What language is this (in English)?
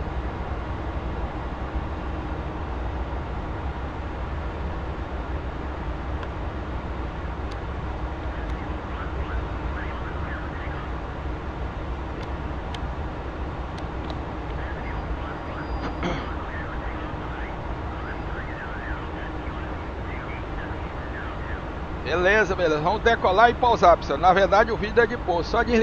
Portuguese